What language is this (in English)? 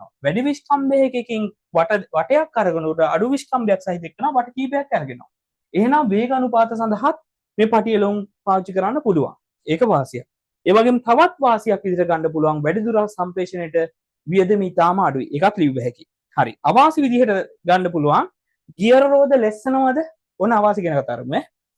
Sinhala